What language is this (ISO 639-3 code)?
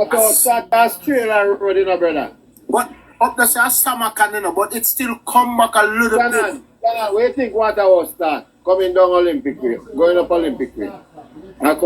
jam